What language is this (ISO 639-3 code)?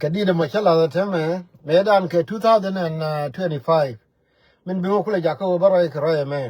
nus